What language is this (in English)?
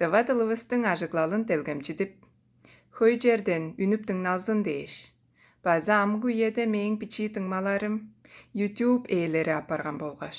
Tuvinian